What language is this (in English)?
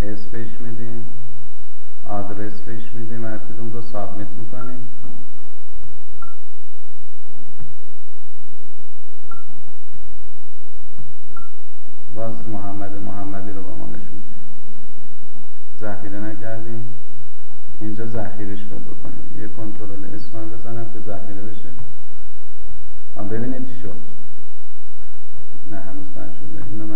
Persian